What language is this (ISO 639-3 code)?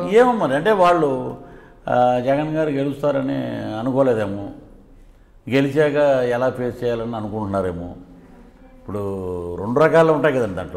tel